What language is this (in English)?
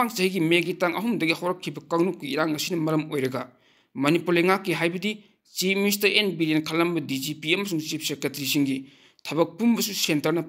Manipuri